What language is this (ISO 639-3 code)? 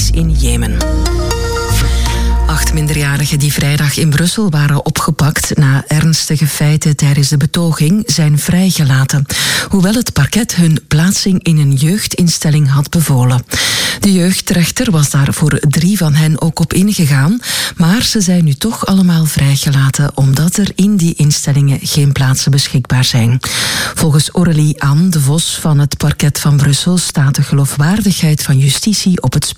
nld